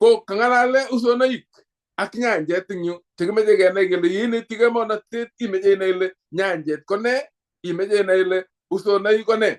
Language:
Kalenjin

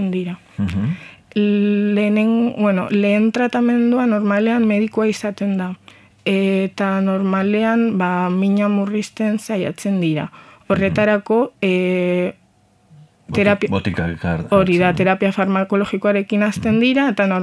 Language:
Basque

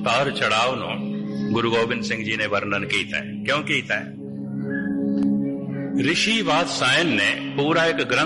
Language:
Punjabi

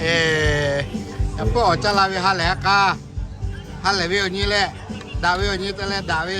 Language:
Lahu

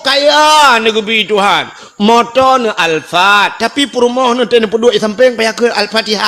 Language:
Achinese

